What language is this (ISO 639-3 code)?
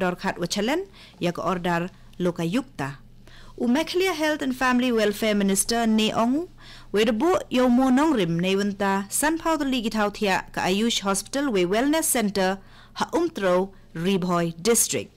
kha